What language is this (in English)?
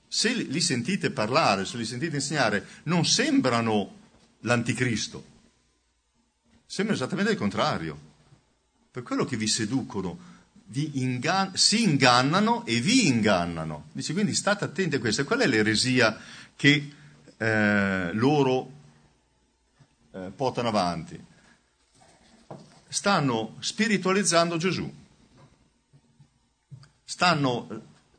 Italian